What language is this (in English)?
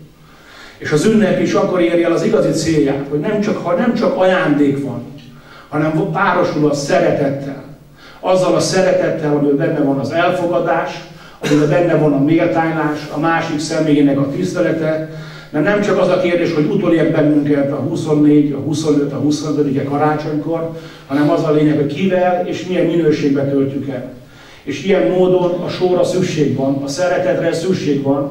Hungarian